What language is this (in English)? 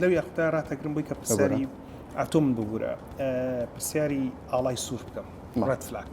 Central Kurdish